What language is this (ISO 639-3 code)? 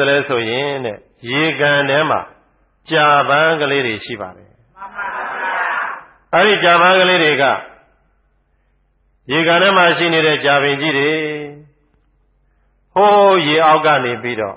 mya